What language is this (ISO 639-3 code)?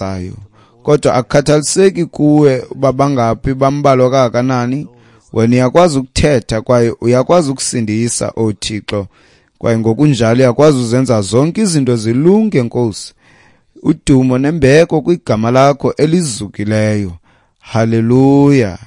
xho